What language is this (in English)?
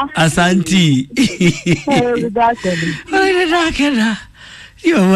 Kikuyu